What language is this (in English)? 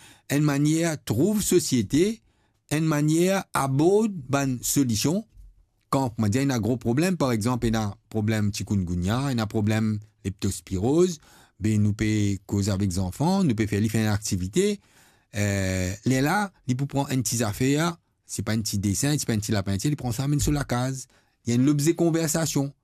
Morisyen